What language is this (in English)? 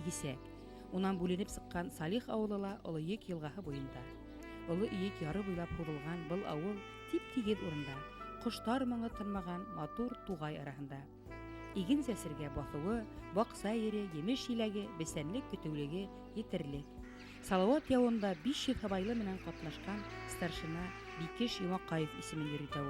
Bashkir